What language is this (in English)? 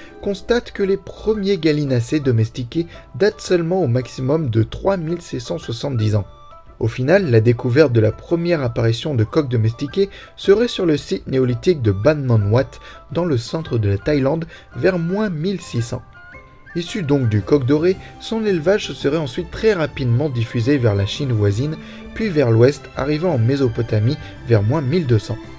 French